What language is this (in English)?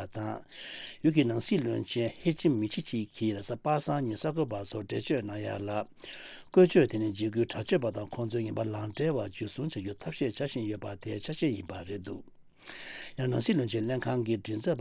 Tibetan